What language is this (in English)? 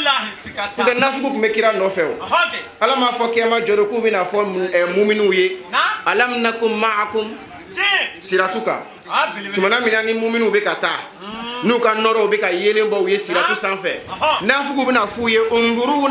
Bambara